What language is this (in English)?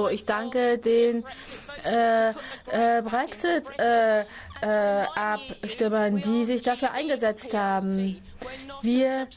German